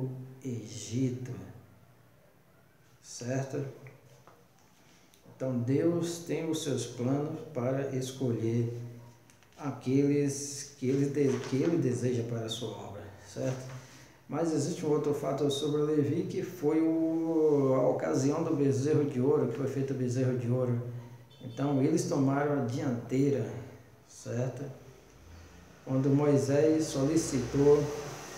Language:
Portuguese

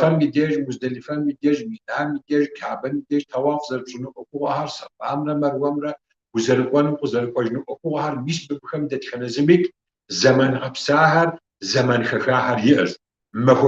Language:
Kabardian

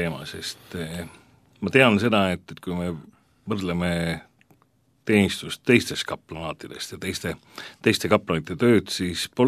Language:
Estonian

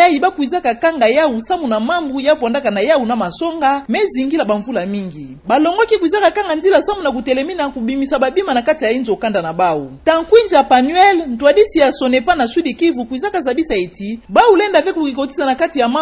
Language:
Kituba (Democratic Republic of Congo)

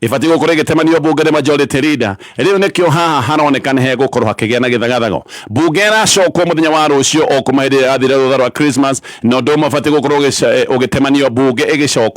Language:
Kikuyu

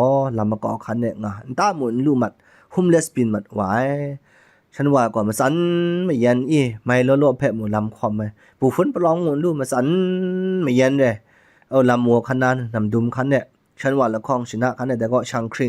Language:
Kachin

